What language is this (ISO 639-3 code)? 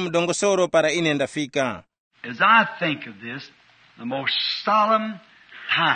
tum